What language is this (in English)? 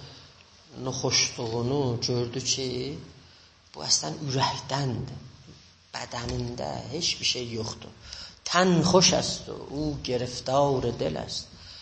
South Azerbaijani